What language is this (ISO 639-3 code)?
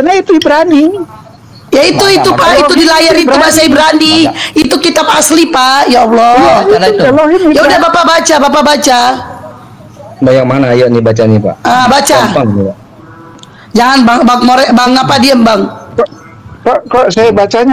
ind